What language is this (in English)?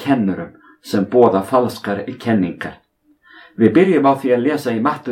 Icelandic